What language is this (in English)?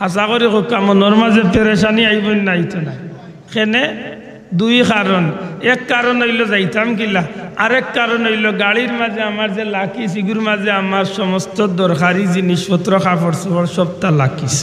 Sylheti